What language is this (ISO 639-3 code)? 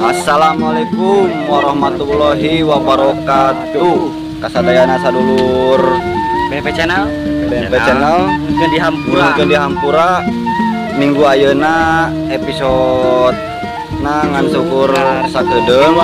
sun